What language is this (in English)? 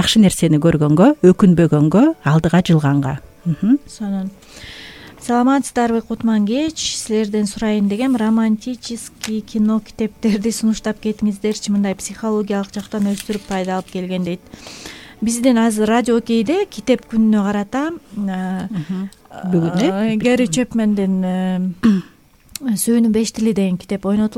Kyrgyz